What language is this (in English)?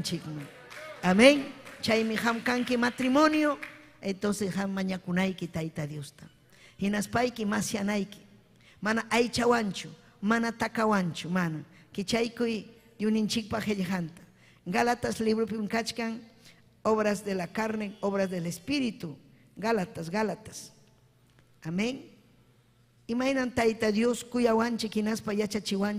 Ayacucho Quechua